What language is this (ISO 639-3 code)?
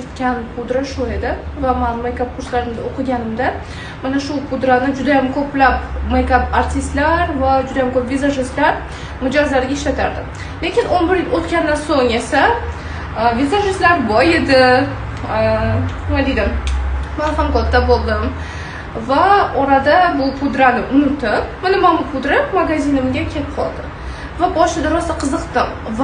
uzb